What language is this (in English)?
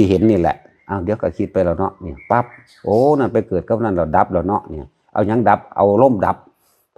Northeastern Thai